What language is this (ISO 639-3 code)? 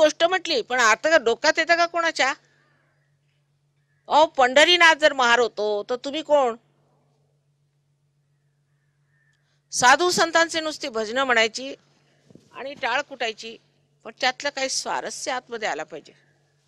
mar